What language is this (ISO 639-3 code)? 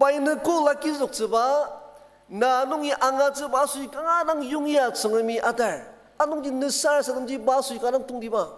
njo